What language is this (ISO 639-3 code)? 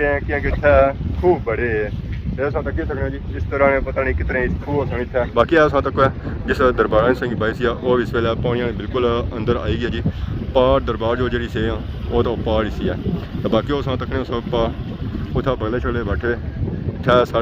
phr